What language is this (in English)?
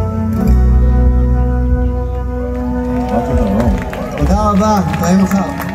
Hebrew